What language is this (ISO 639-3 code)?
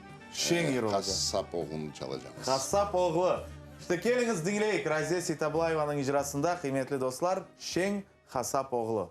crh